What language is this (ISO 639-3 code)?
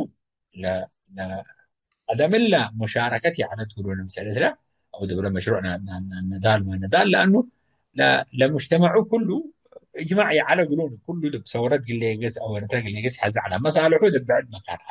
tig